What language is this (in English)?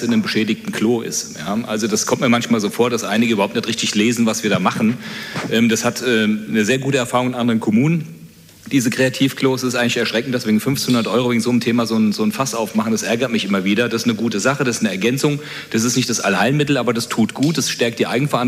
German